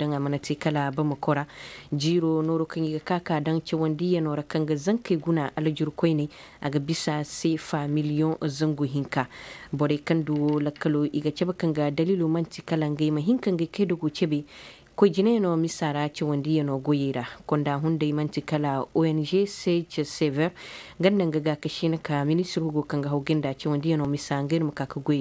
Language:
Koyraboro Senni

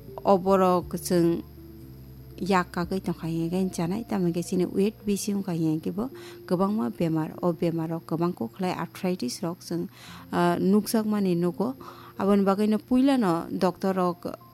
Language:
Kok Borok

